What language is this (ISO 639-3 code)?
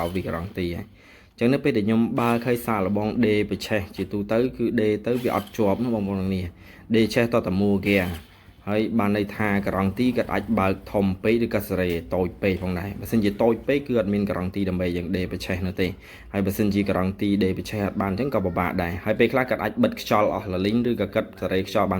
khm